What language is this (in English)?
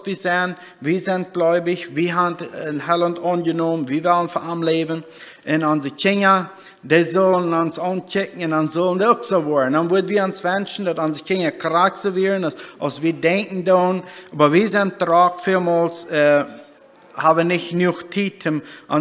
Plautdietsch